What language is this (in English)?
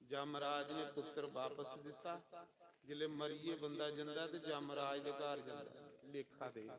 Dogri